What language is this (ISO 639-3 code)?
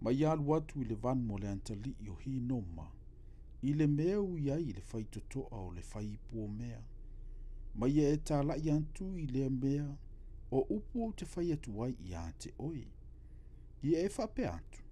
smo